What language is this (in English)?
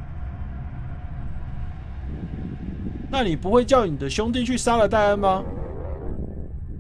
Chinese